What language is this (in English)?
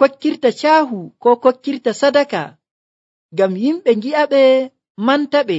Nigerian Fulfulde